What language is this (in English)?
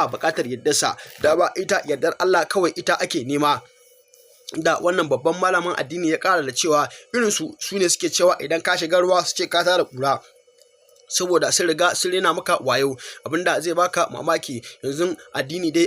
Hausa